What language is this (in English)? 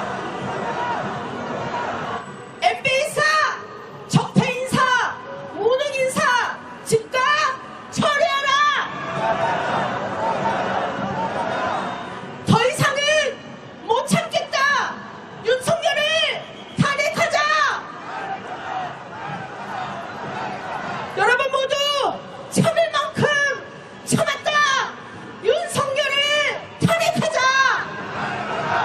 Korean